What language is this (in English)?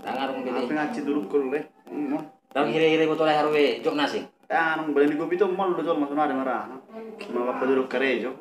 Batak Toba